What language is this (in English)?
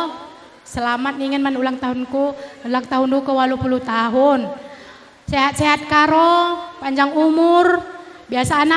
Batak Karo